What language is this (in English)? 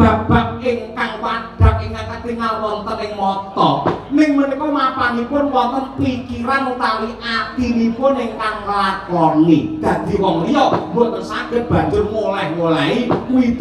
Javanese